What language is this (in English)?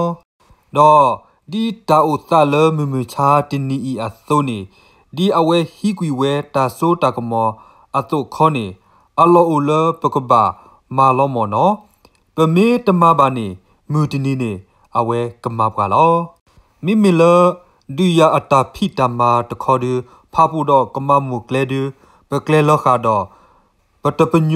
S'gaw Karen